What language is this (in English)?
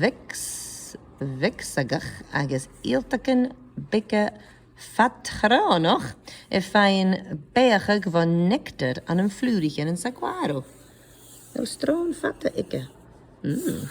Scottish Gaelic